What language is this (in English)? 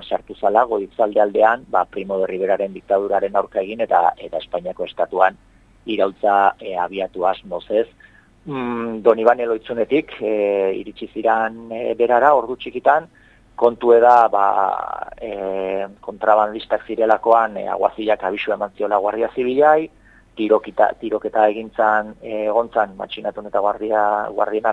Basque